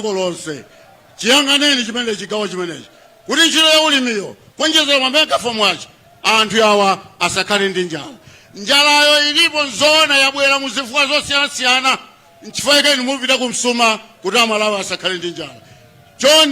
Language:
Nyanja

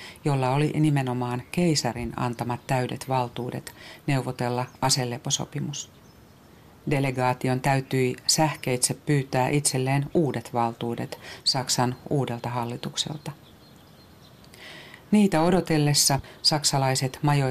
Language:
Finnish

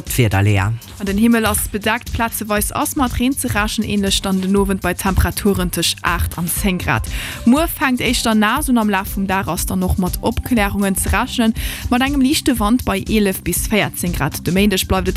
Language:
Luxembourgish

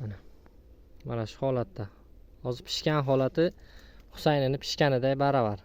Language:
Uzbek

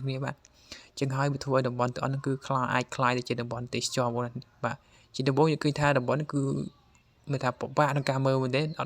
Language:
Khmer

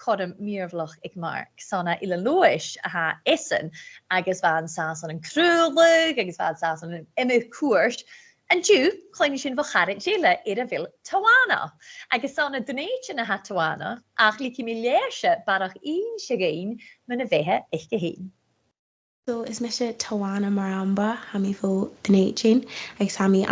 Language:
Scottish Gaelic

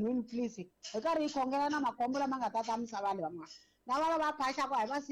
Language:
Tsonga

